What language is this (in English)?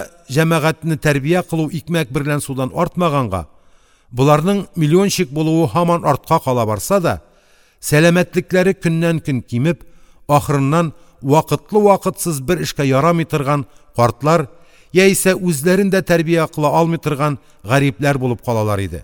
Tatar